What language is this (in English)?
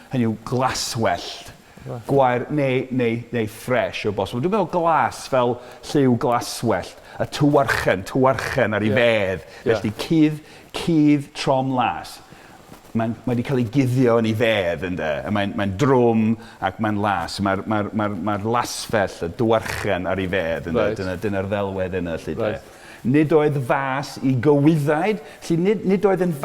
Welsh